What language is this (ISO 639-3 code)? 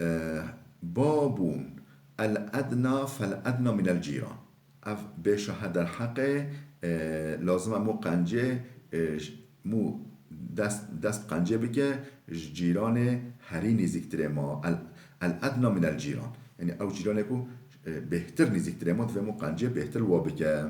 kur